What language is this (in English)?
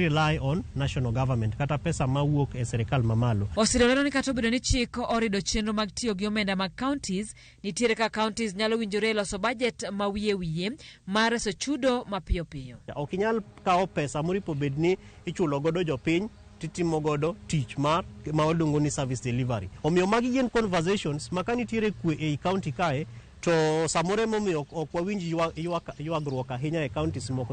Luo (Kenya and Tanzania)